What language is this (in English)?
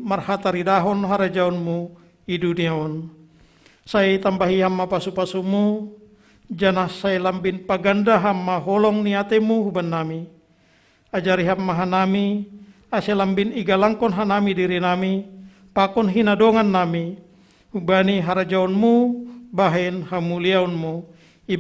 Batak Simalungun